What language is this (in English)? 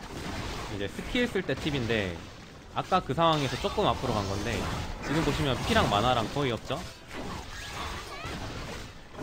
Korean